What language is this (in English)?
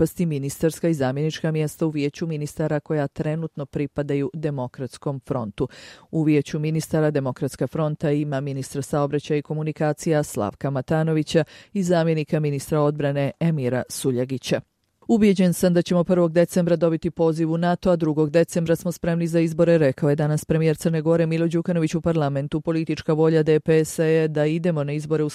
Bosnian